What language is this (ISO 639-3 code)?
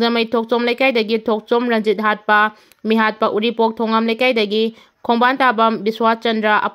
mni